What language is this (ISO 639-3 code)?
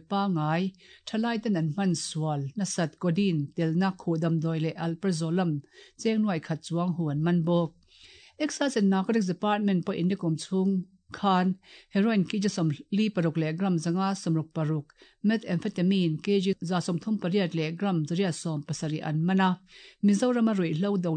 lus